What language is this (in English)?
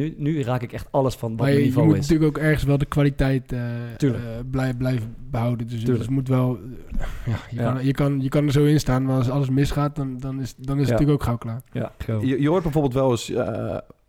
Dutch